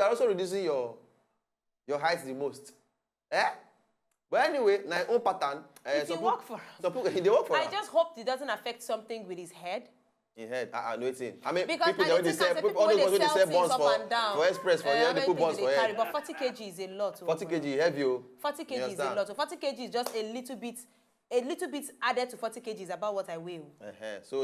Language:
Nigerian Pidgin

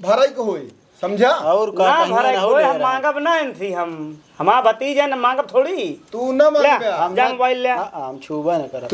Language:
Awadhi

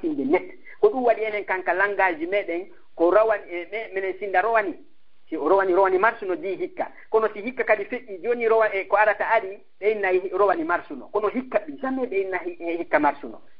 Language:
Fula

